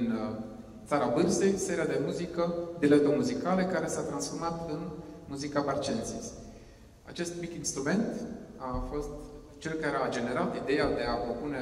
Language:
Romanian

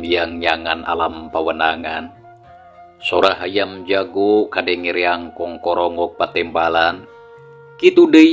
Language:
Sundanese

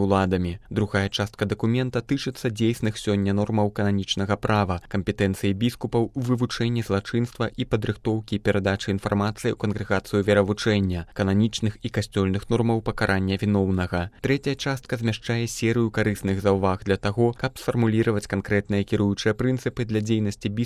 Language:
Belarusian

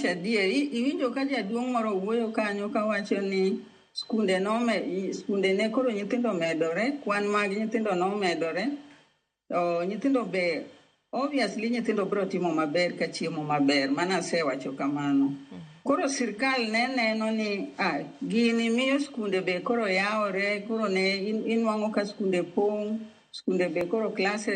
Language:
Luo (Kenya and Tanzania)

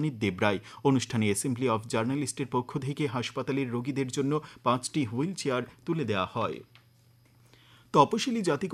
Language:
Bangla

